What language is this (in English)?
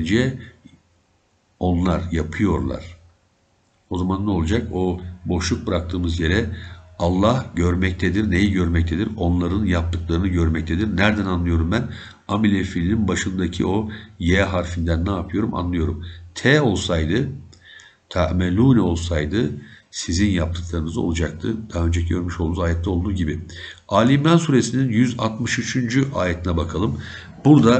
Turkish